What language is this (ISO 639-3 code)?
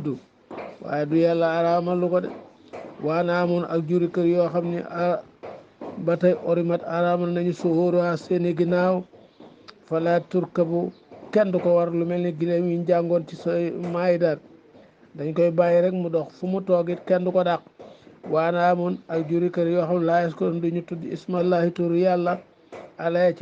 wol